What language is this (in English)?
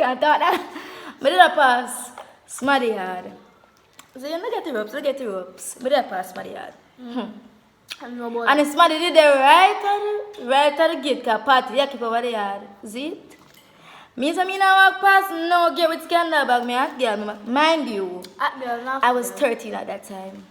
Jamaican Creole English